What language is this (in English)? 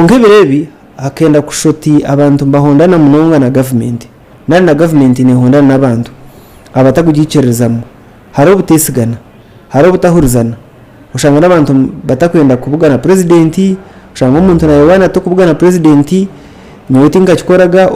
Nyankole